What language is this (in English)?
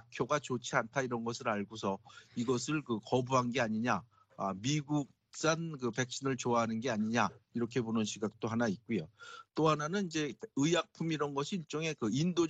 Korean